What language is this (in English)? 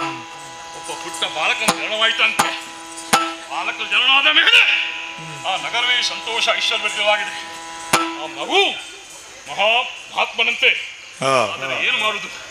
Kannada